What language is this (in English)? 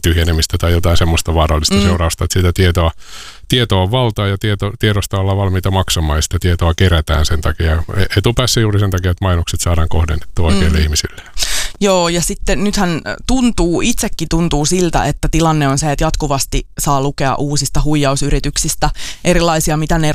Finnish